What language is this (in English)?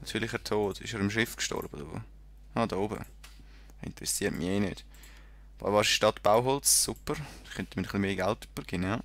Swiss German